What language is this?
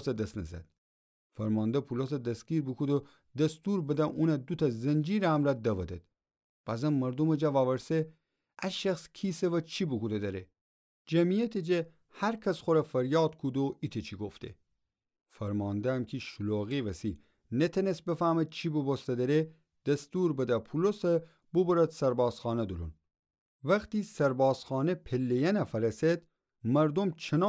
Gilaki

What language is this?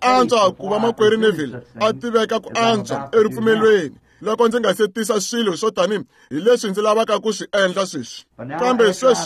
Tsonga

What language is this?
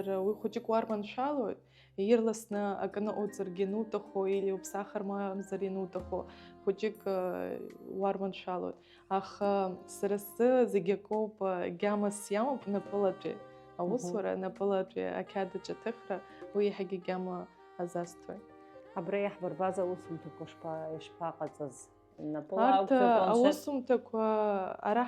Abkhazian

